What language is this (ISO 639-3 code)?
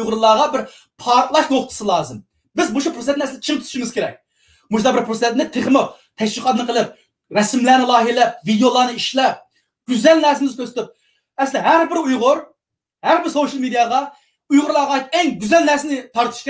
uig